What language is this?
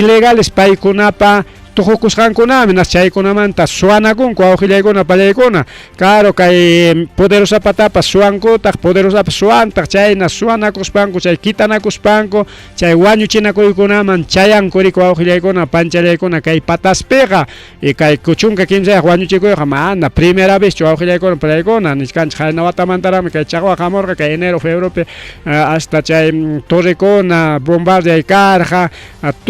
Ayacucho Quechua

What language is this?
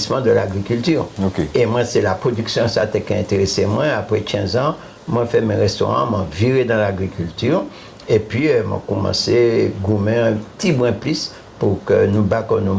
Guadeloupean Creole French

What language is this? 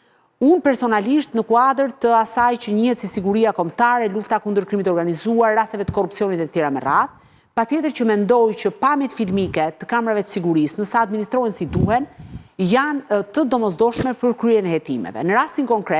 Albanian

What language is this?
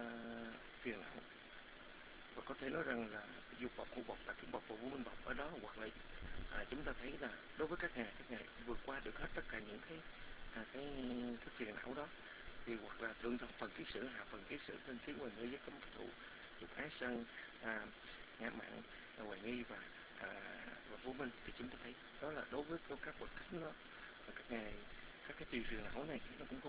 Vietnamese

